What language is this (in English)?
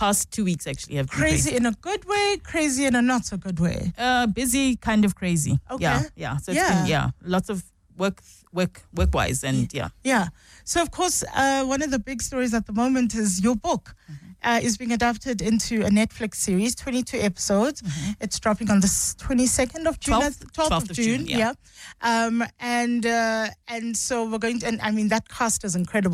English